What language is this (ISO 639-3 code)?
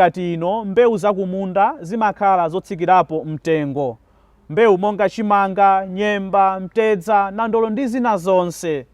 nya